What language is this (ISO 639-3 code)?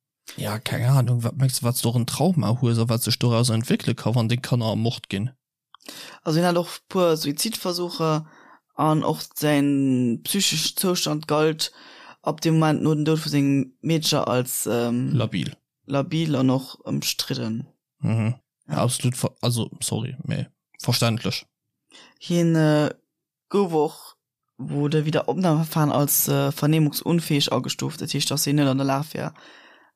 ltz